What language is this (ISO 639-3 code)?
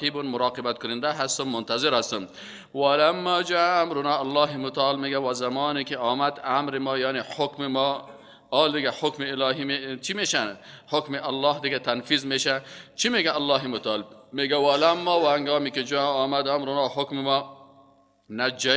fas